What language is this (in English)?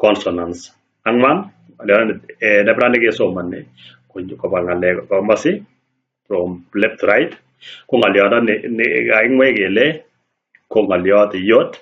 Kalenjin